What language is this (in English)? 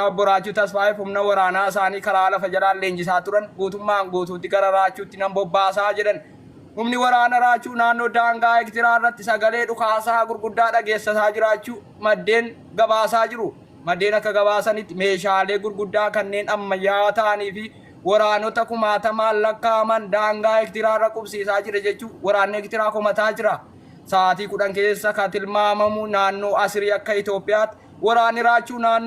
Oromo